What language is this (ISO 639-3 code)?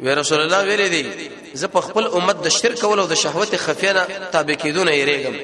pus